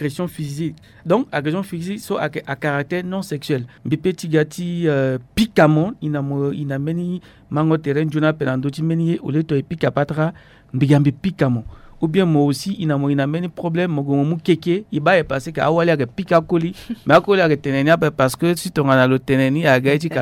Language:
Sango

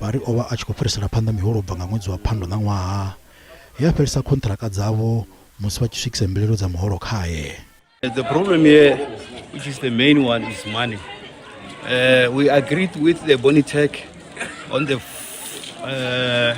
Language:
Venda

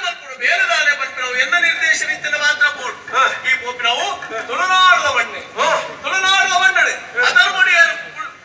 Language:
Tulu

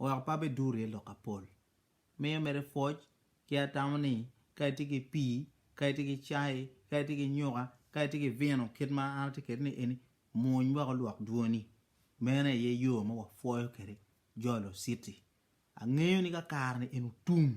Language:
Acoli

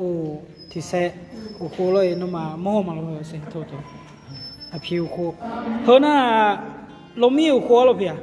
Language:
Akha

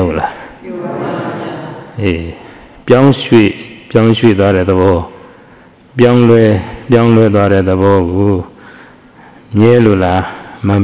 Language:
Burmese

